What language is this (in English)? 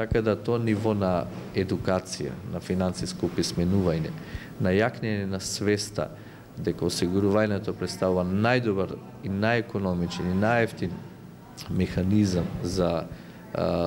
Macedonian